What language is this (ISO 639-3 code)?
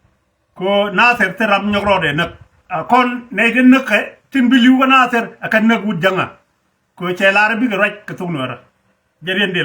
nus